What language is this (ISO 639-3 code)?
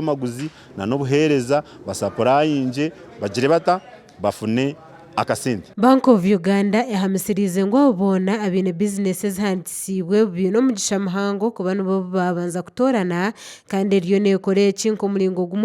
nyn